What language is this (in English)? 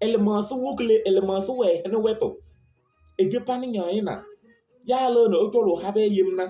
Kabiyè